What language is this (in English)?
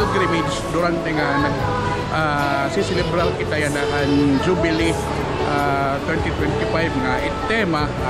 Waray